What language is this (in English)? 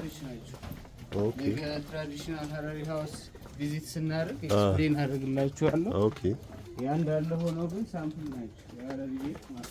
Amharic